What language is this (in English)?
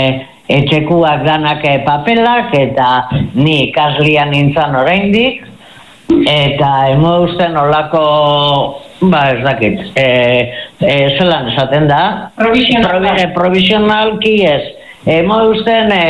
Basque